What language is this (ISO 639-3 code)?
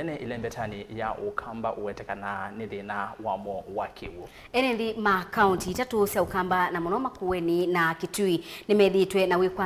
kam